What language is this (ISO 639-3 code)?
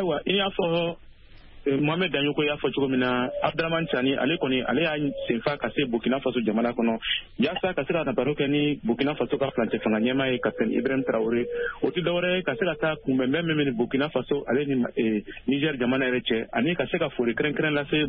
bam